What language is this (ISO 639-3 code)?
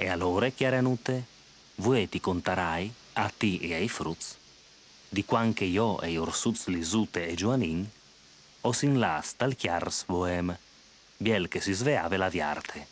fur